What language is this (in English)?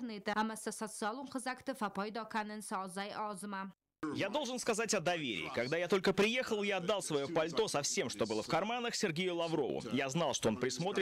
Ossetic